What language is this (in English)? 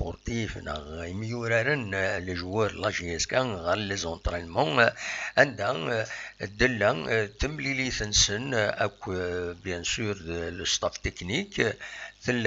Kabyle